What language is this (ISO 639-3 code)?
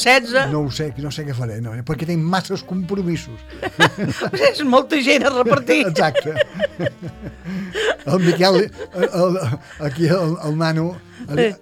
cat